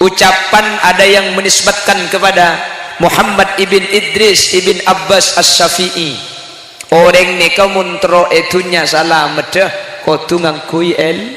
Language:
Madurese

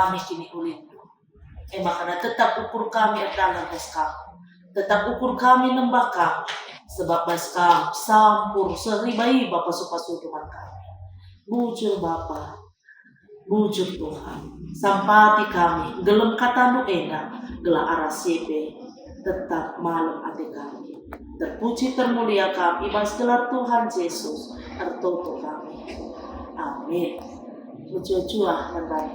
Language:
Batak Karo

